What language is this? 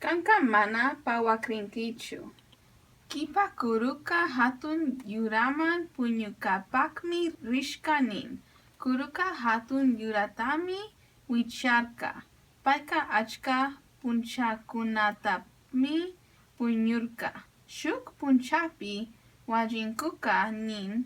Chimborazo Highland Quichua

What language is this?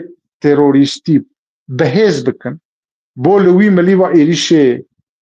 Kurdish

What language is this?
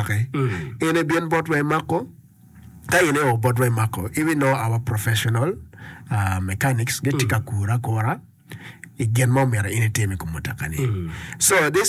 Acoli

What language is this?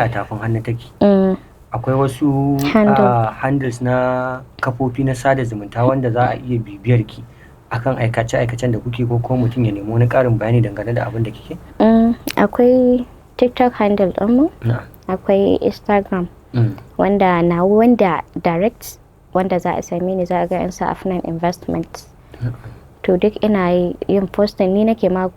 Hausa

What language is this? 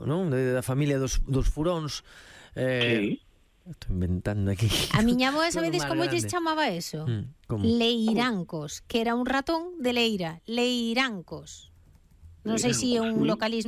Galician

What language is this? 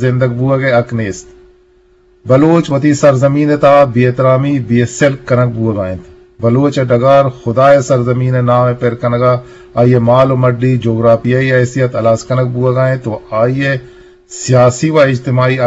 Eastern Balochi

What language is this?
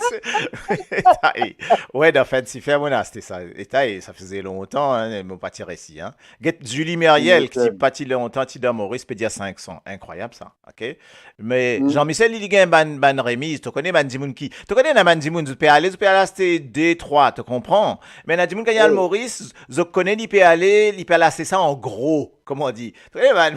Morisyen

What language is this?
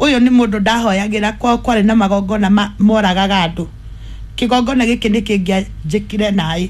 Kikuyu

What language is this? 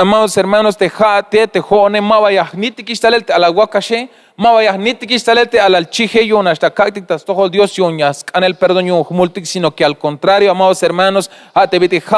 Tzeltal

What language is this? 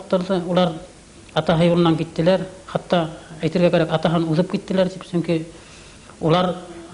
Bashkir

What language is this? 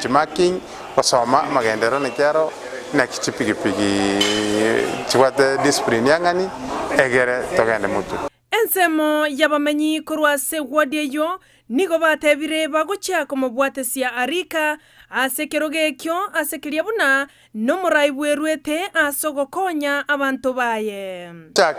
Gusii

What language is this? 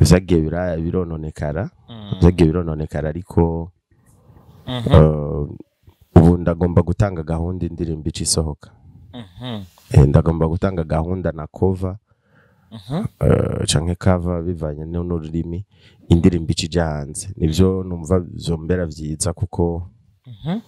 Rundi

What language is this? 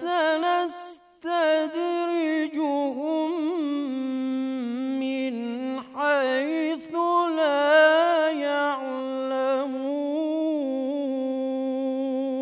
Bosnian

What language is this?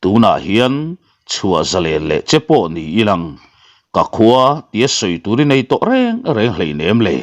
Mizo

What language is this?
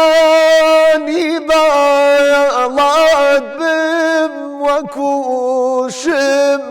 Central Kurdish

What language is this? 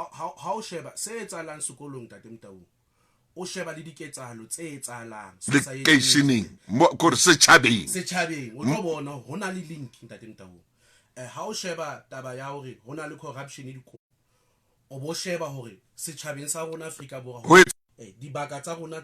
Southern Sotho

